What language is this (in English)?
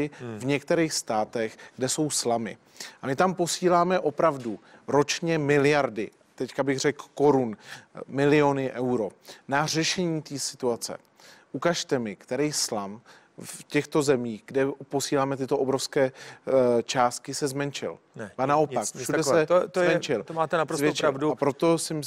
Czech